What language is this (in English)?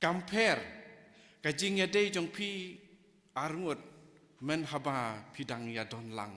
Khasi